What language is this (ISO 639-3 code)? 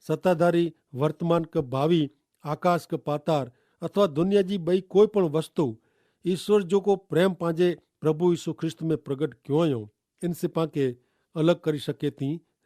kfr